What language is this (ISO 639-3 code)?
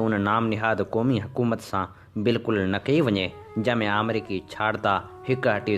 snd